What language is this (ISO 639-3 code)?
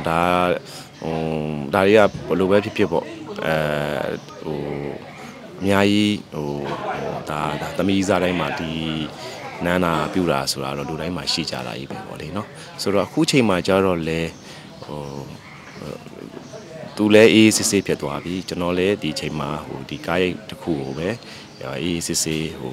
mya